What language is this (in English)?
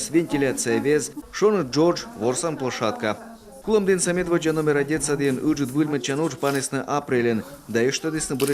Komi